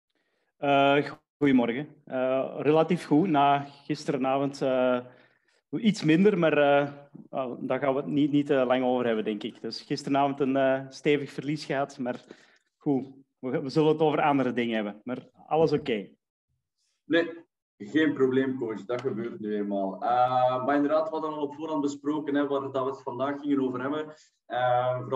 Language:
Dutch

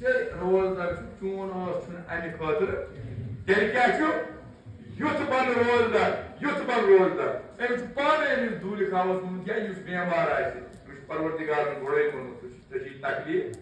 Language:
Kashmiri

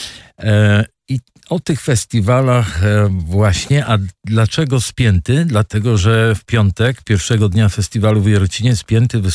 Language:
Polish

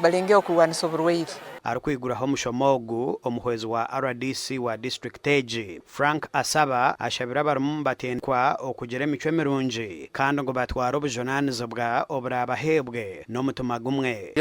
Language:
Nyankole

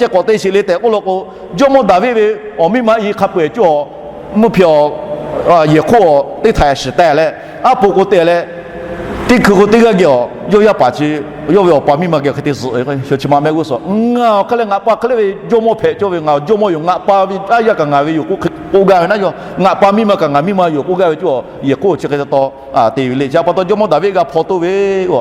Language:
Lahu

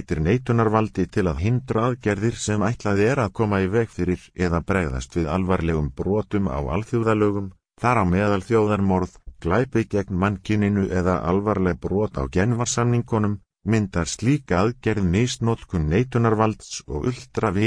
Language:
Icelandic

